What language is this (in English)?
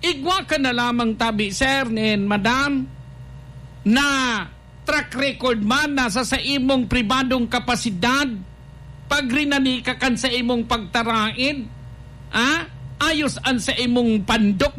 Bikol